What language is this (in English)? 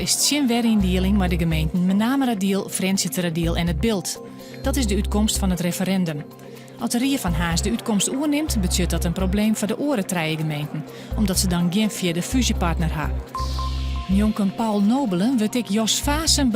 Western Frisian